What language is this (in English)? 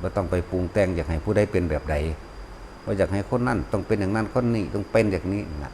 Northeastern Thai